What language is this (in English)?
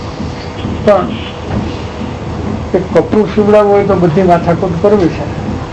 Gujarati